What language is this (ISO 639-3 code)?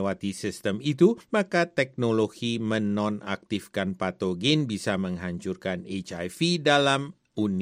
ind